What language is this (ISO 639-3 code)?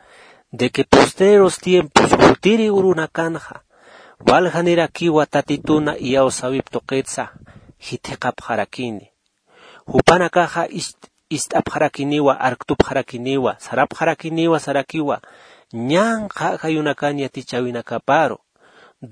aym